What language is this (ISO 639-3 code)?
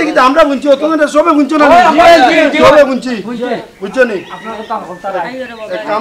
syl